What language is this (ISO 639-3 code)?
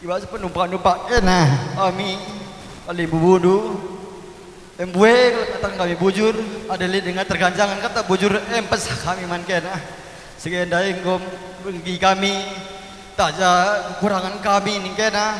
btx